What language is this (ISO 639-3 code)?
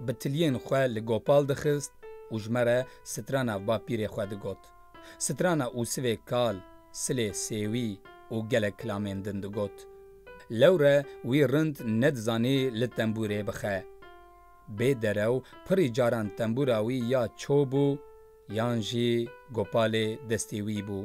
kur